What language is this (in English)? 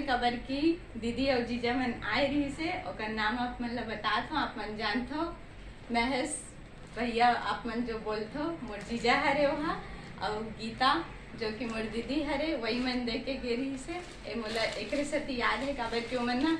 Chhattisgarhi